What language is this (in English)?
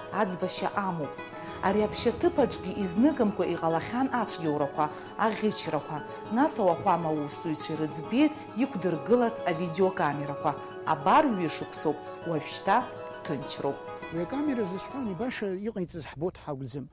Abkhazian